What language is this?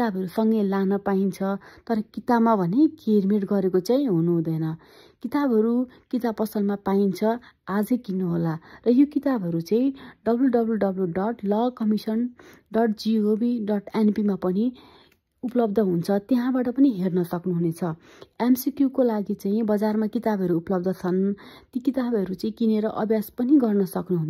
Nepali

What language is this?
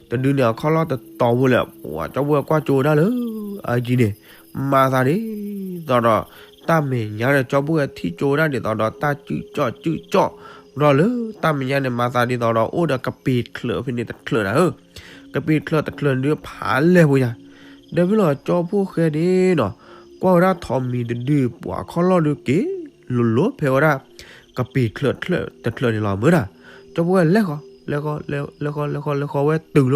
S'gaw Karen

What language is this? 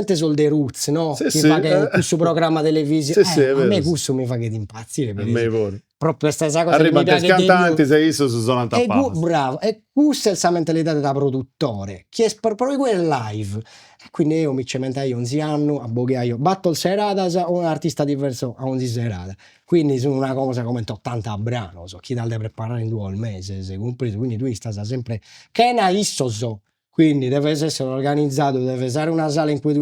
Sardinian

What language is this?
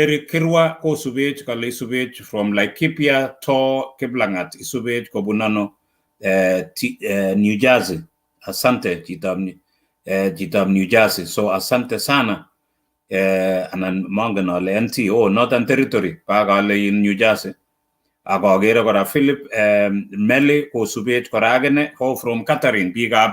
Kalenjin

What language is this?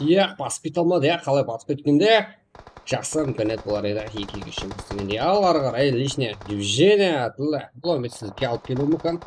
Kara-Kalpak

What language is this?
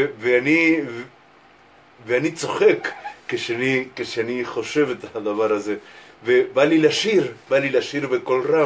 Hebrew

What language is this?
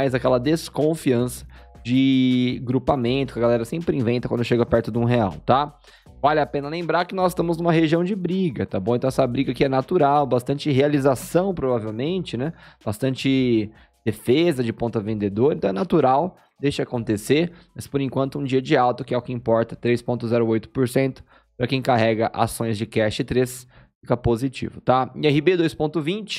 Portuguese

